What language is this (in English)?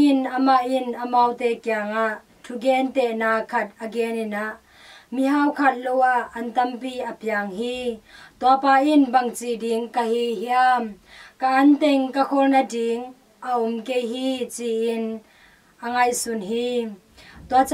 Tedim Chin